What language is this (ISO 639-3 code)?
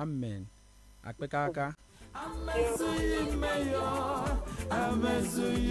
ewe